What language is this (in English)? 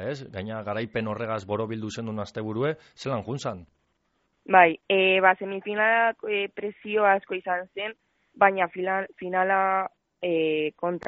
Basque